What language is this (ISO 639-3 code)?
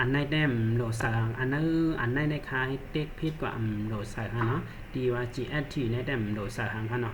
shn